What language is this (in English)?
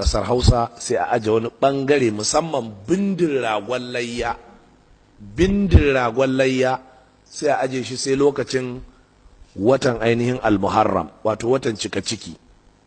Hausa